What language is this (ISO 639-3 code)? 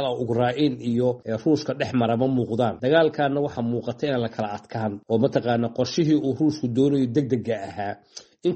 som